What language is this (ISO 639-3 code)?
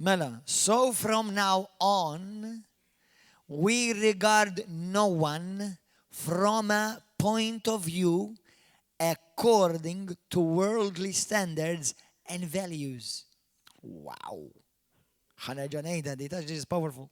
mlt